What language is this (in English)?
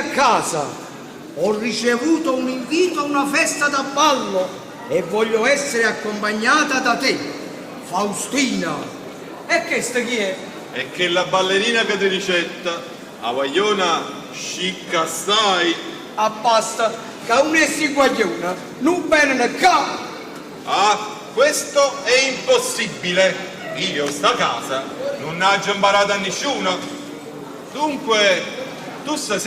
Neapolitan